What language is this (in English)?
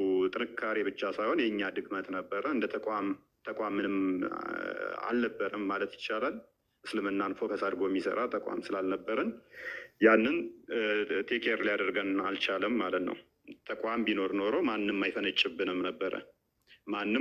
Amharic